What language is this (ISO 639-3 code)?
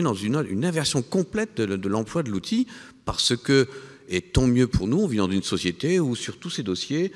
fra